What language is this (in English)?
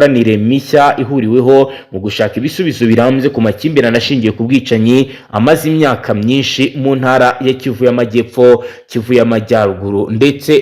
Kinyarwanda